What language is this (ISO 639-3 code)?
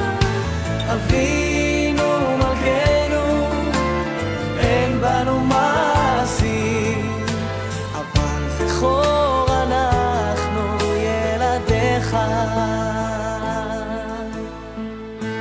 heb